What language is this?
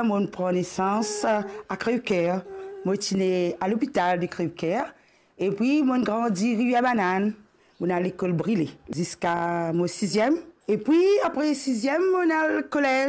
Morisyen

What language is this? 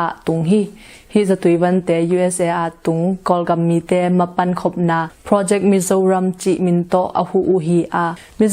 Tedim Chin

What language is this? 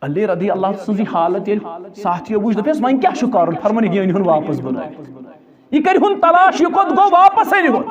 Kashmiri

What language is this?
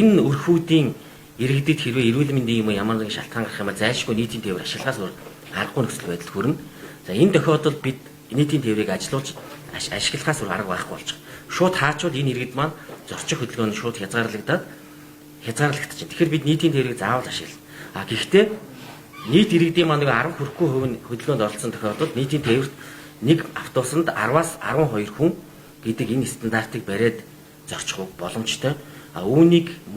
Mongolian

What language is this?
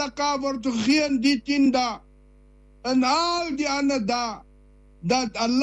Afrikaans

